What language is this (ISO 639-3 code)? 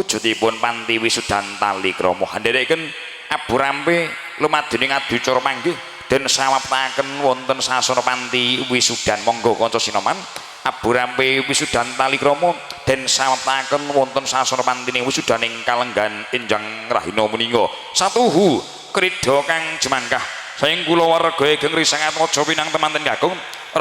jav